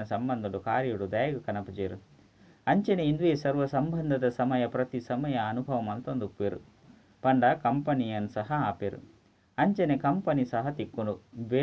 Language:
Tulu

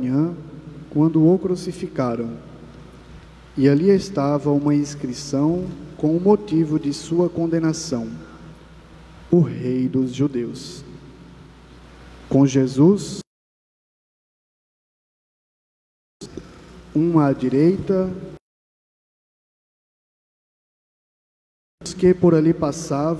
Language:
Portuguese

